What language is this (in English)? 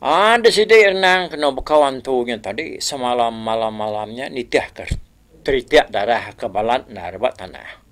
Iban